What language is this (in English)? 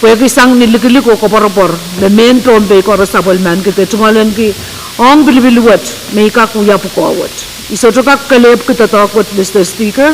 Pohnpeian